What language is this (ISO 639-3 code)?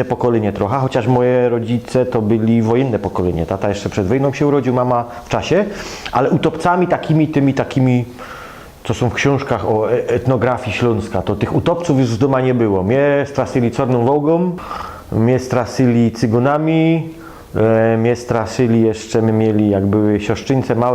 szl